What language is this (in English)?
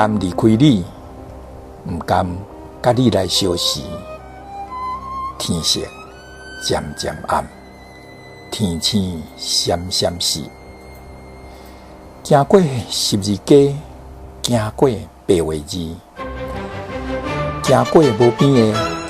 Min Nan Chinese